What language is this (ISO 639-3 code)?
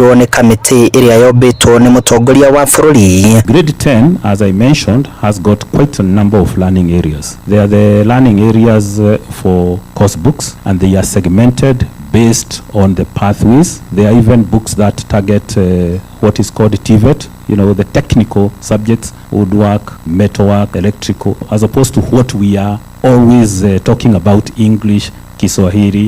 kik